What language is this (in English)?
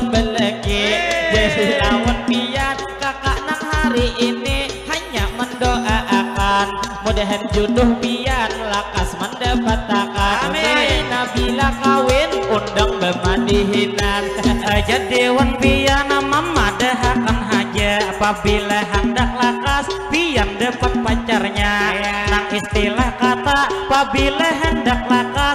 Banjar